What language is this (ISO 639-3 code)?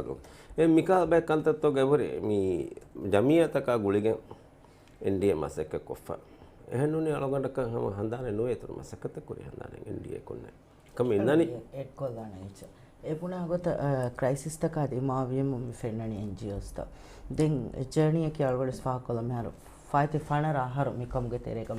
div